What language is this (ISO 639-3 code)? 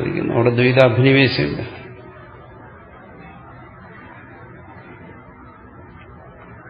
mal